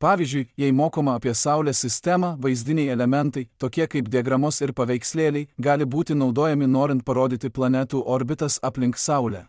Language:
Lithuanian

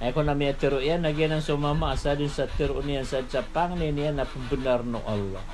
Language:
Maranao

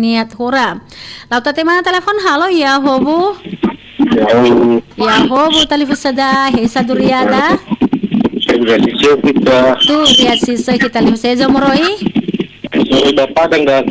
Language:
Nias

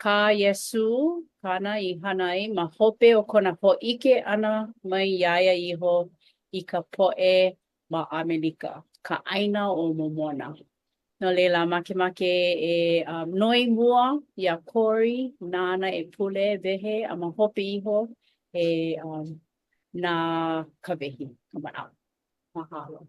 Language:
Hawaiian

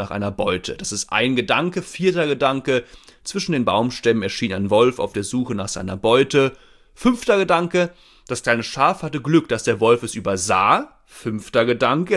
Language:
German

